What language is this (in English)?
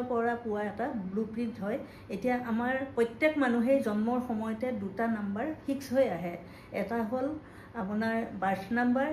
Assamese